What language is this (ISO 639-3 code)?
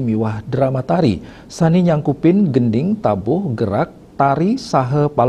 ban